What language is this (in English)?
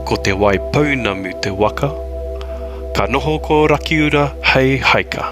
Māori